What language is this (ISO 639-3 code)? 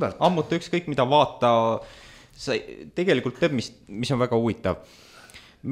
est